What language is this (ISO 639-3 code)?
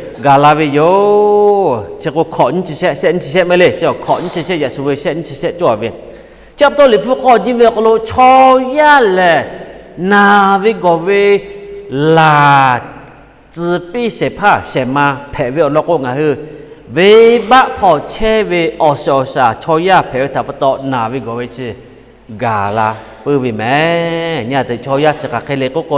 lhu